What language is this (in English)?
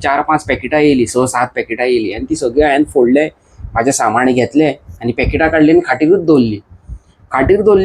Konkani